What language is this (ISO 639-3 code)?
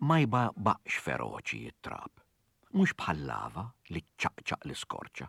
mlt